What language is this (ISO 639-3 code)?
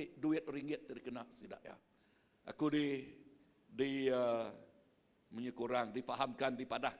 iba